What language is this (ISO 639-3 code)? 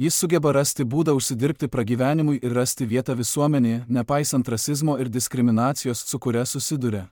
lit